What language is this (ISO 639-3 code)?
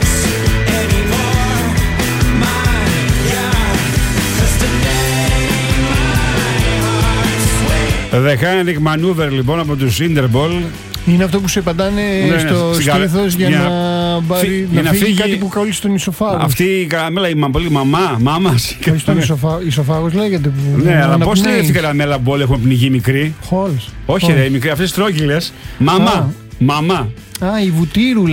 ell